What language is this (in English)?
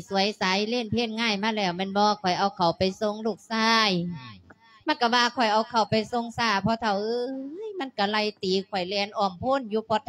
Lao